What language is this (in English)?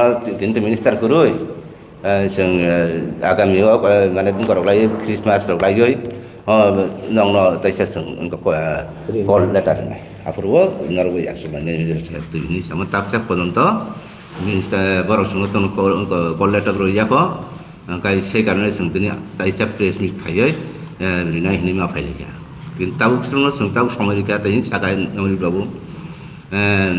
Riang (India)